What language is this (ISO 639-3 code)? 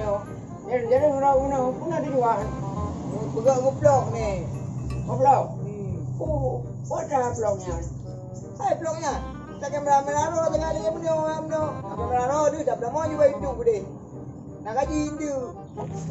ace